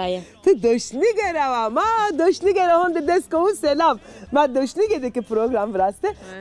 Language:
Zaza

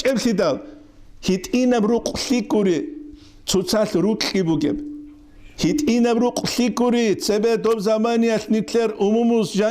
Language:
Avaric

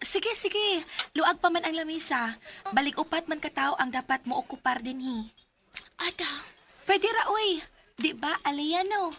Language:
Cebuano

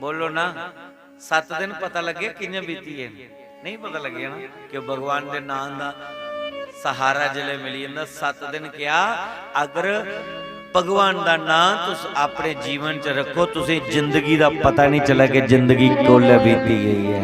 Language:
Dogri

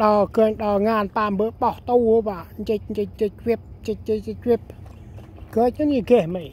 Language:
Central Mnong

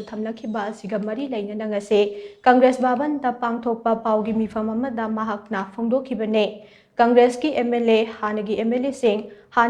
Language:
Manipuri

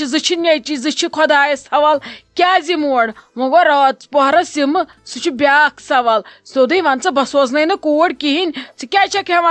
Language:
Kashmiri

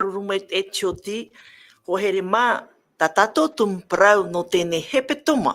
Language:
Tahitian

